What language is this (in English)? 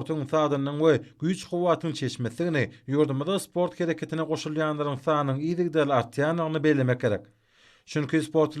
Turkmen